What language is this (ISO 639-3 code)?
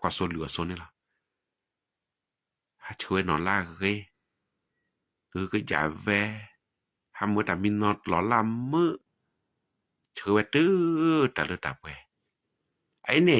ksw